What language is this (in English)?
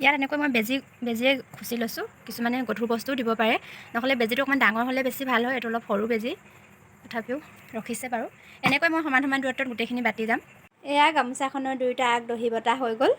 Assamese